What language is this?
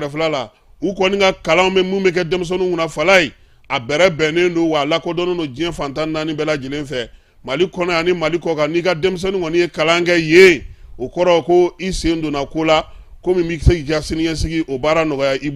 Bambara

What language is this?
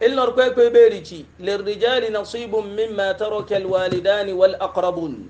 Hausa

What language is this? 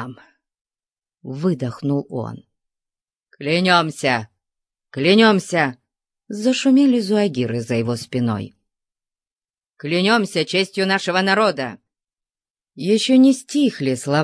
Russian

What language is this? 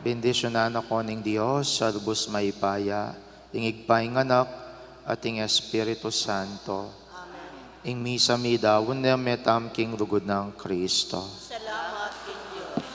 Pampanga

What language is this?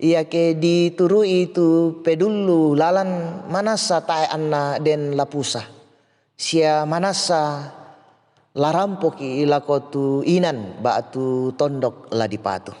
Toraja-Sa'dan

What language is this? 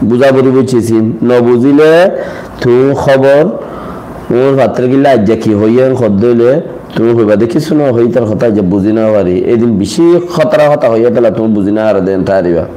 Rohingya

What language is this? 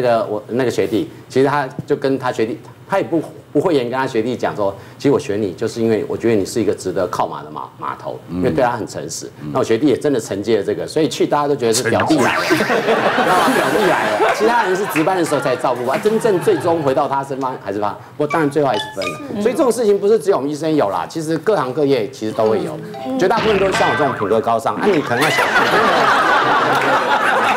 Chinese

